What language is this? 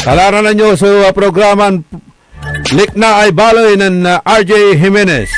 Pangasinan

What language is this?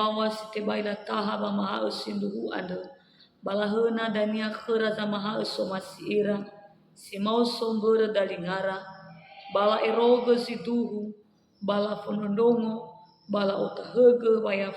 Nias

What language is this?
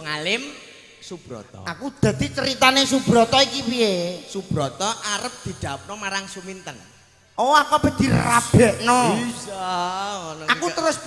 Javanese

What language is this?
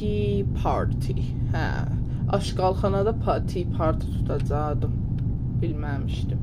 South Azerbaijani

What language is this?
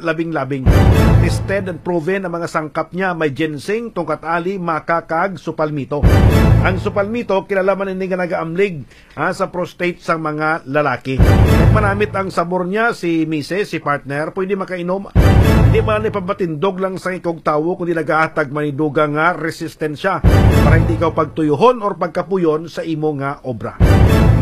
Hiligaynon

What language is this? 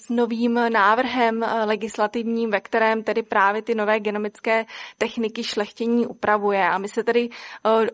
Czech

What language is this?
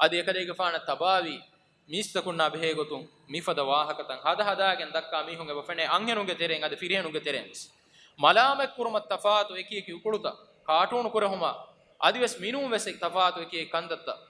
Divehi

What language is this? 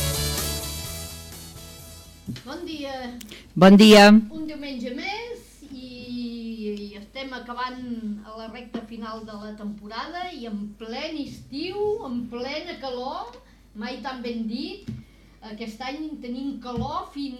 Catalan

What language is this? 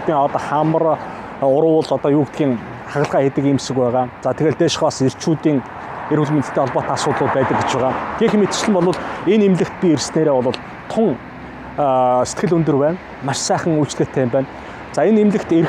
Mongolian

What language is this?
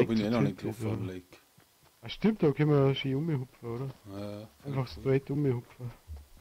Bavarian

